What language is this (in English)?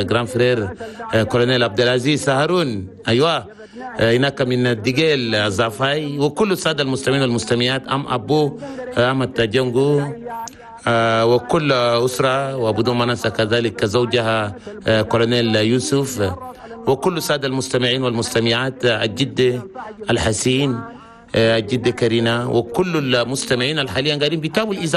Chadian Arabic